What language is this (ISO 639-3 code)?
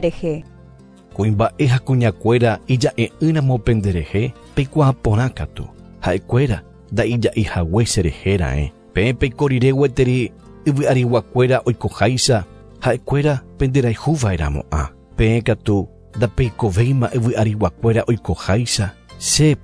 grn